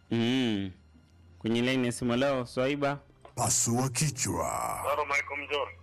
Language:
Swahili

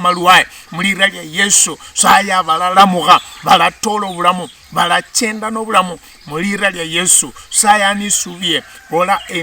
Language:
Luyia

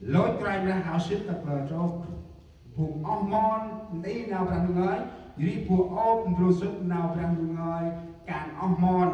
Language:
Central Mnong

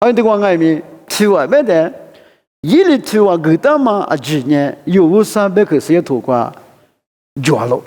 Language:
Lisu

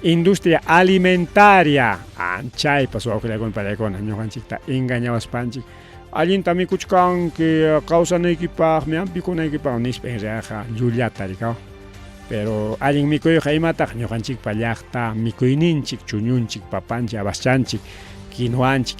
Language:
Ayacucho Quechua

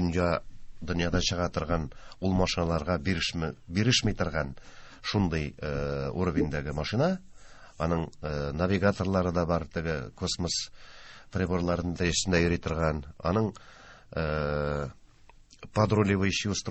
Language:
Tatar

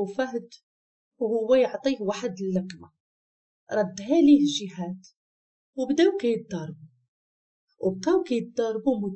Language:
Moroccan Arabic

